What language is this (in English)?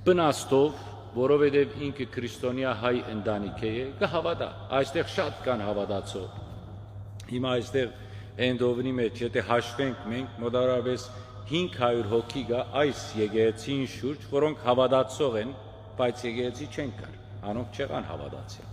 Western Armenian